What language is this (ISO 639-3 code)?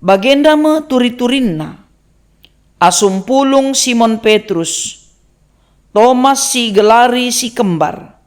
btx